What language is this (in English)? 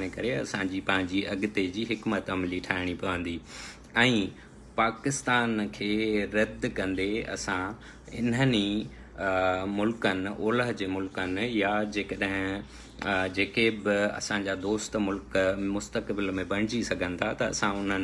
Sindhi